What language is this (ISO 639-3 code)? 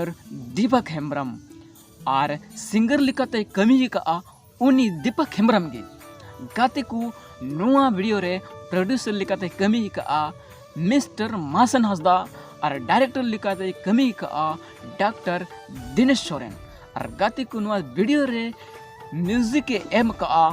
sat